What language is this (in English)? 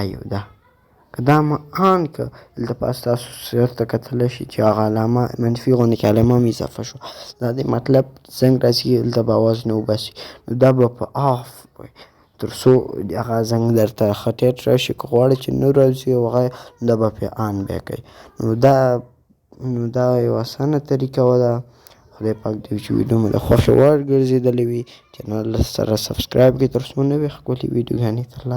Pashto